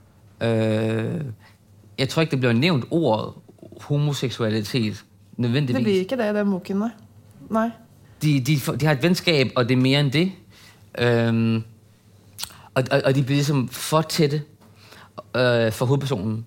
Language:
Danish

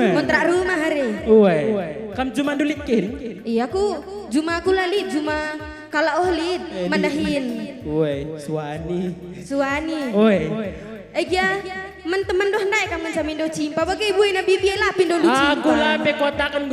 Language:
Batak Karo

